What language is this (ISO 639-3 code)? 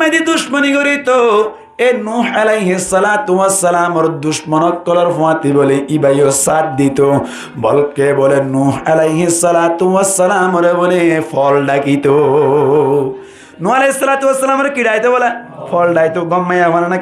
rhg